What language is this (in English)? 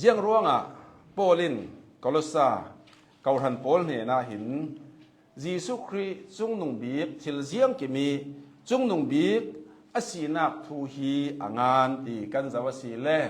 Hakha Chin